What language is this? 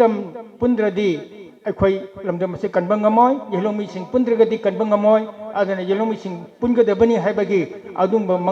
Manipuri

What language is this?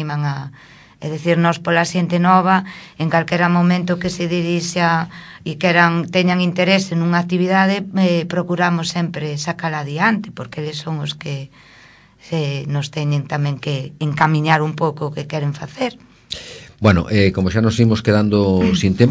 Galician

